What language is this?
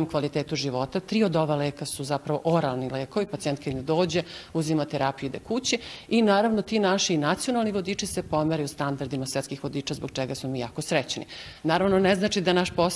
Serbian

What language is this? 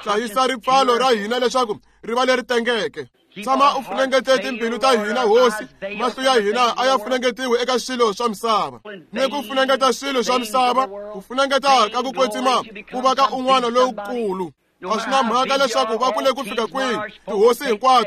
Tsonga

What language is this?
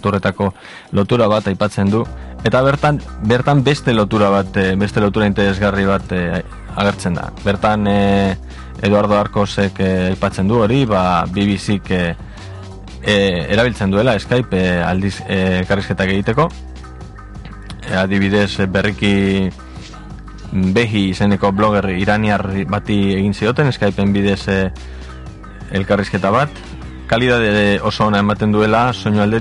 Basque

